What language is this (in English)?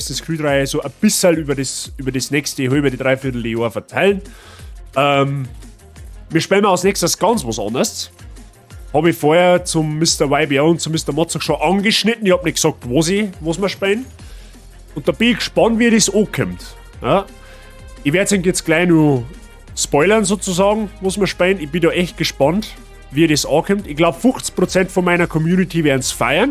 Bavarian